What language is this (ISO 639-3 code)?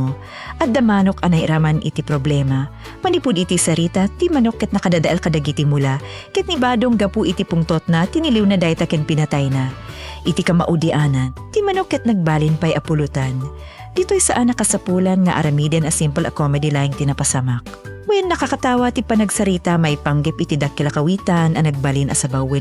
ilo